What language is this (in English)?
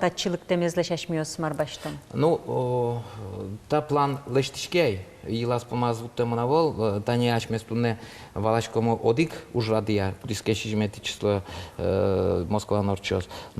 Udmurt